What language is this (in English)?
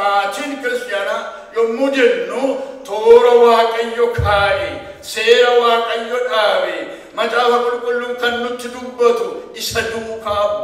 Oromo